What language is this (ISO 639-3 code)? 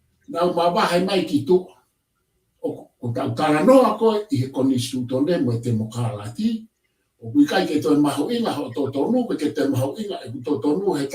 ton